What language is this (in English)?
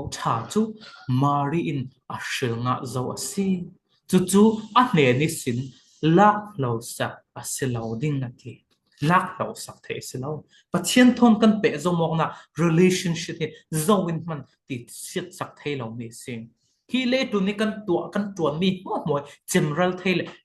Falam Chin